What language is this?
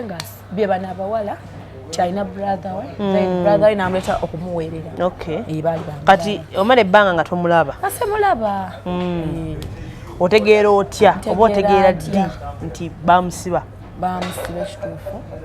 Ganda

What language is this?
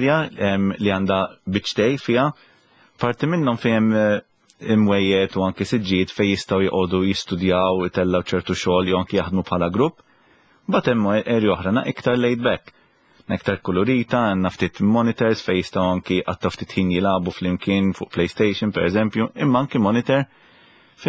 Maltese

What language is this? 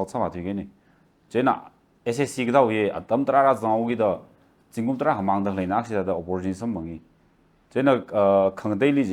Tangkhul Naga (India)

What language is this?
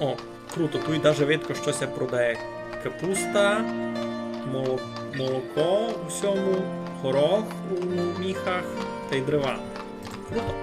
Rusyn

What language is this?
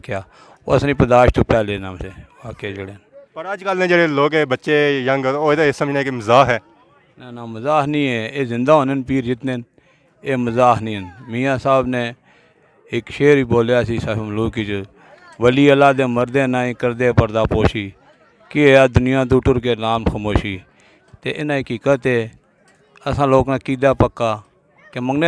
Pahari-Potwari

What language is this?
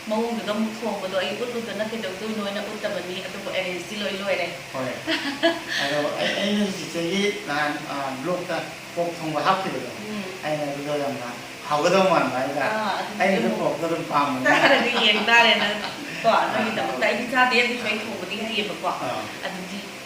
Manipuri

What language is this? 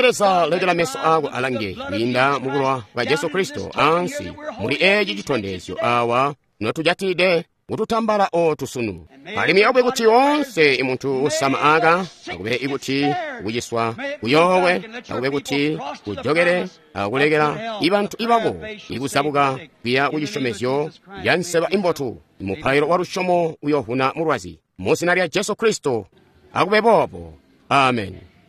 Tonga (Zambia)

